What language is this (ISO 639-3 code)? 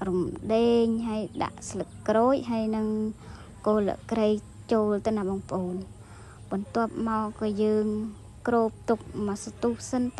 khm